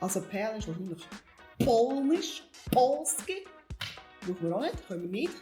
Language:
Swiss German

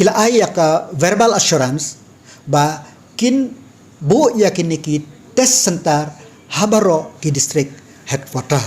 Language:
Khasi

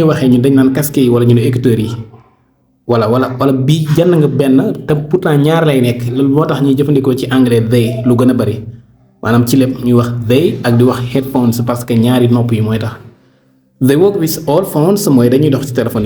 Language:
Wolof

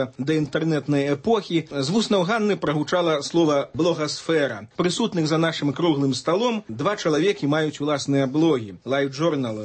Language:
Belarusian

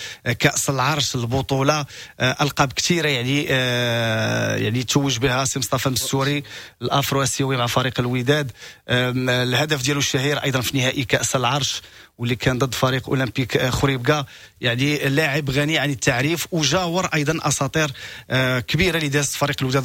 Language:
Moroccan Arabic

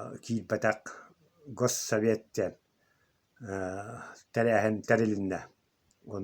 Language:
Yakut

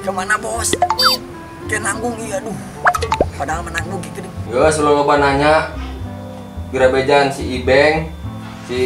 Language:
Sundanese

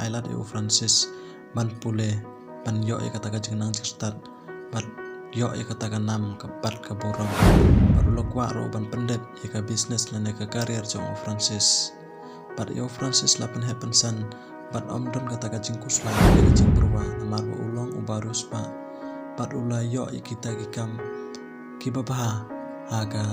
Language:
Khasi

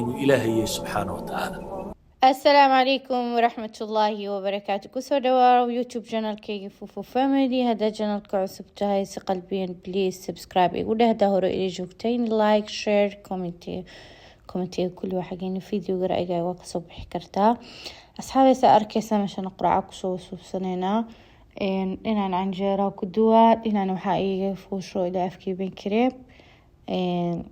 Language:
Somali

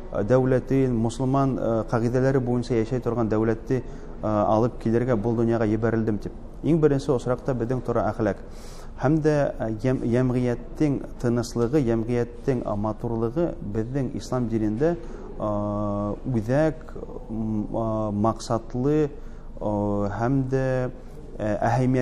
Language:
Bashkir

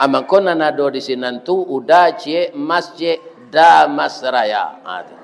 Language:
Minangkabau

